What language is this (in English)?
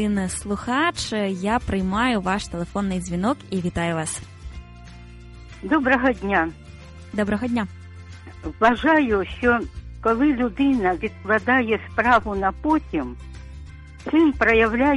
Ukrainian